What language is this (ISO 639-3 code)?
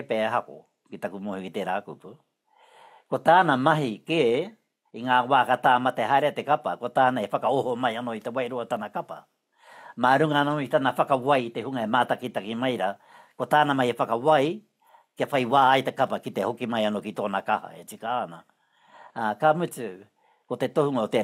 mri